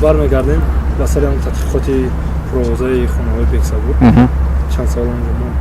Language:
Tajik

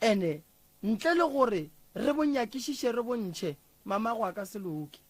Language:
Northern Sotho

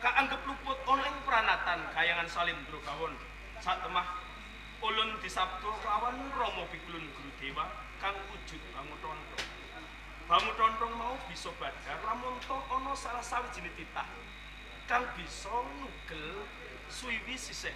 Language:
Javanese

